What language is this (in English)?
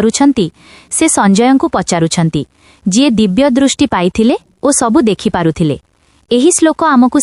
Odia